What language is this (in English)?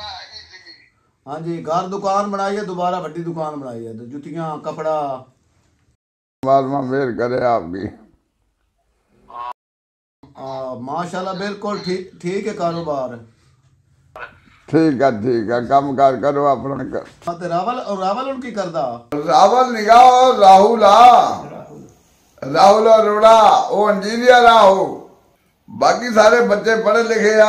Punjabi